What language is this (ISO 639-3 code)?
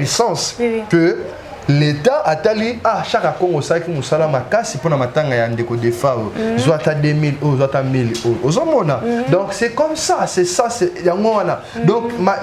lin